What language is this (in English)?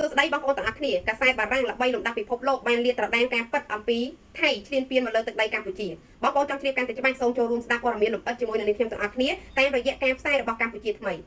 Khmer